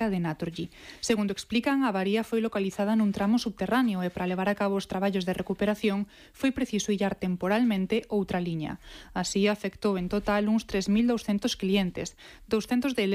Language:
Galician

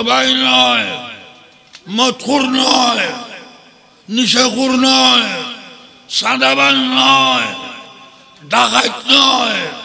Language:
Bangla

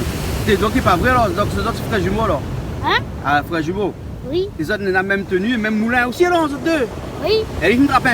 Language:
Réunion Creole French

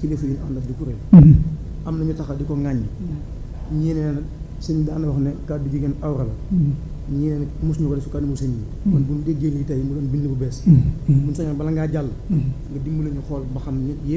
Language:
Wolof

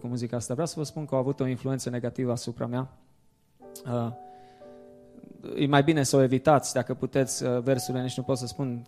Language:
Romanian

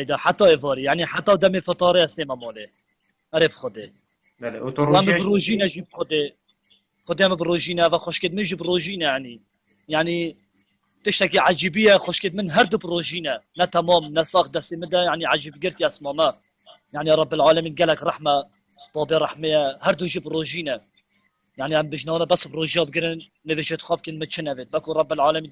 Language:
Kurdish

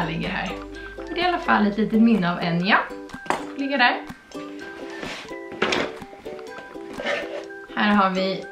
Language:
Swedish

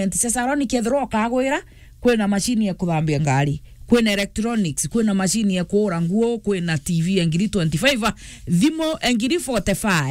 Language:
Meru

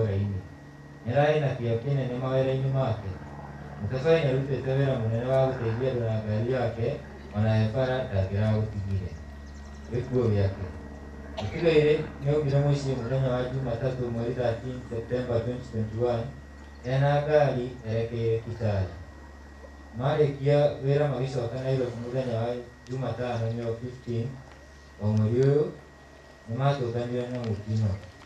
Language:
Kikuyu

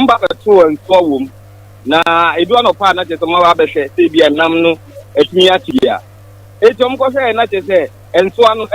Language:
Akan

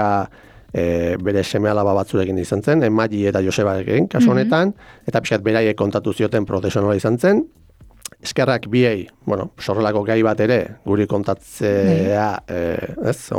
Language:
Basque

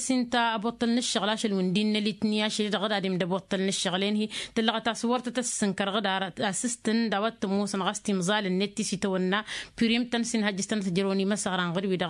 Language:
Tamasheq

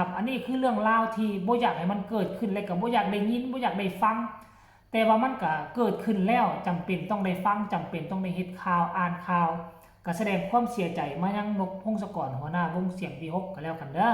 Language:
Northeastern Thai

